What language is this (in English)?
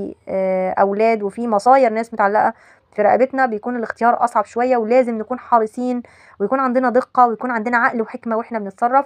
Egyptian Arabic